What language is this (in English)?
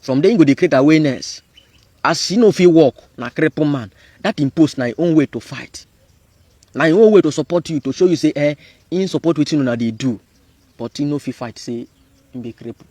Nigerian Pidgin